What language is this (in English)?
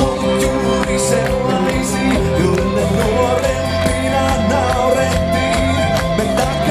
Finnish